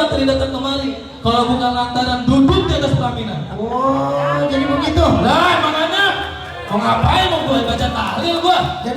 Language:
Betawi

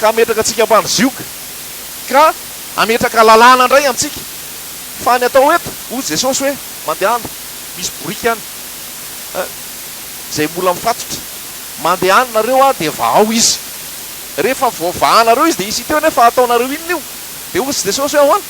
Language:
Malagasy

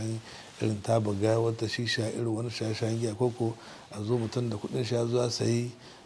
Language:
Hausa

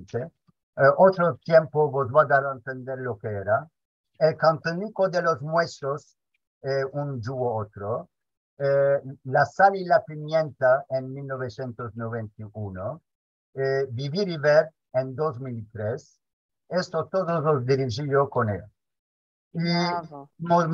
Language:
Ladino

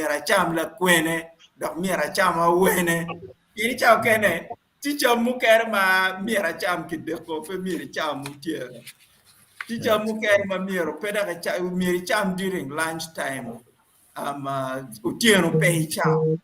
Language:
Acoli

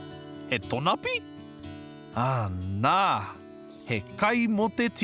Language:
Māori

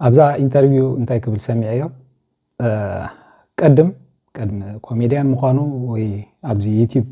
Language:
Tigrinya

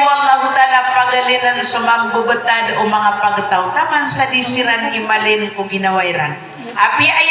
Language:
Maranao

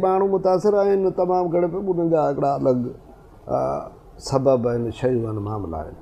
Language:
Sindhi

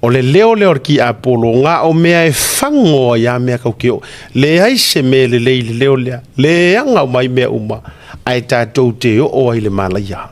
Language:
Samoan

